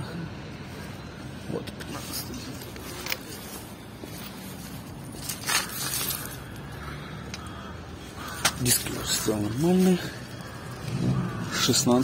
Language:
Russian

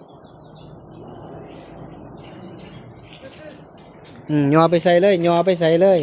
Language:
Northeastern Thai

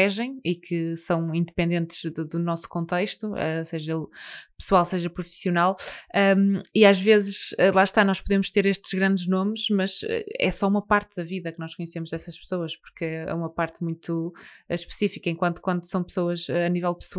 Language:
Portuguese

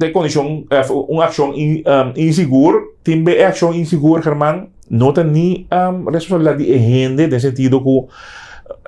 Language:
Papiamento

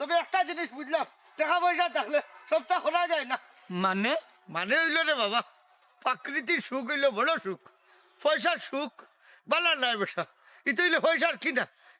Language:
Sylheti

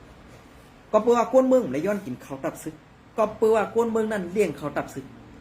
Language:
Shan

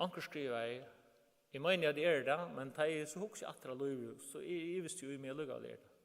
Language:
Faroese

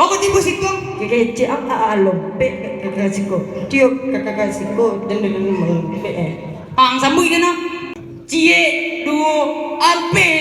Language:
Minangkabau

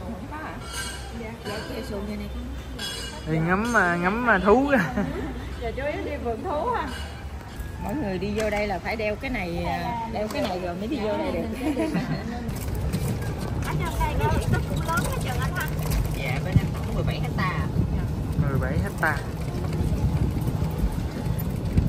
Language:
Vietnamese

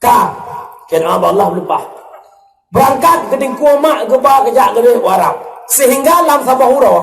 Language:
Achinese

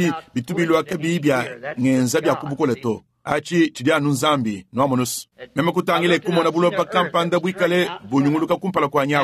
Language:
Luba-Lulua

